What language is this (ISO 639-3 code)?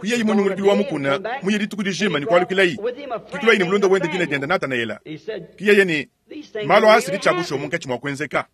lua